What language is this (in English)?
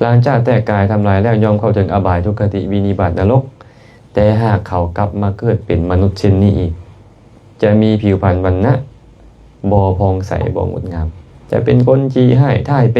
Lao